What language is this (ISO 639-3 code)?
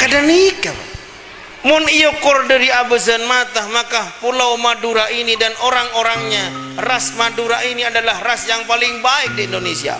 mad